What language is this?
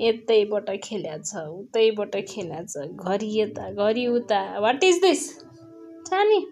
Nepali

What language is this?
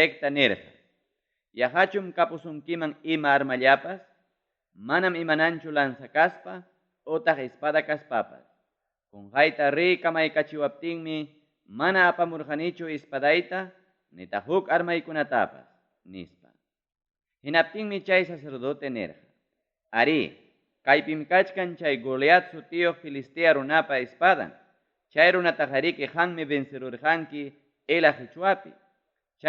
Ayacucho Quechua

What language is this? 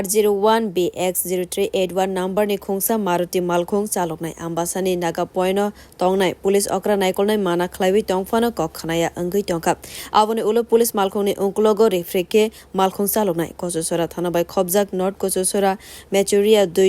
Kok Borok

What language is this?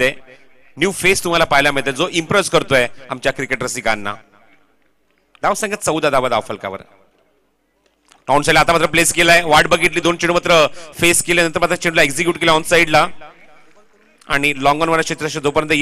Marathi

